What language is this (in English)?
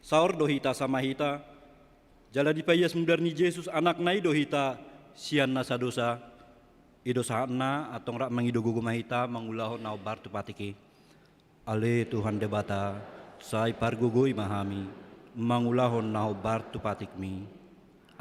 Batak Toba